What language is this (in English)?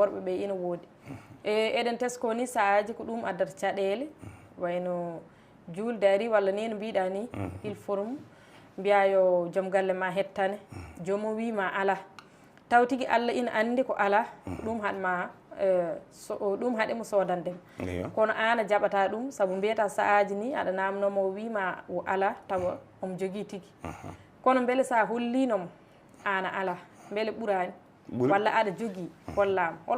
Fula